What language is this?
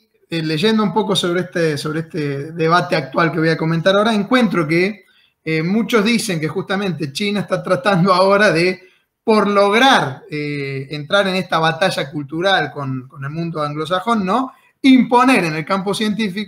Spanish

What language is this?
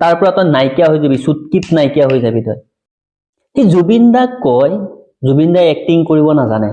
Assamese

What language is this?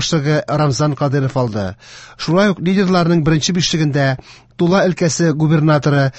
Tatar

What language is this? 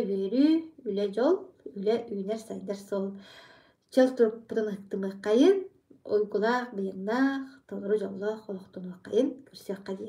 Yakut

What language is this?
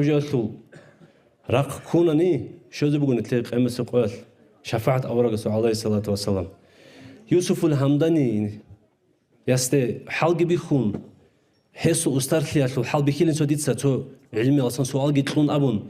Avaric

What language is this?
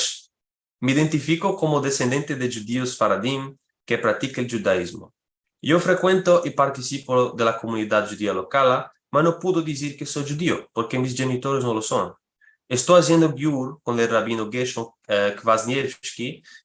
Ladino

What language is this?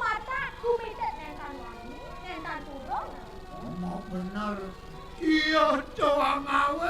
Balinese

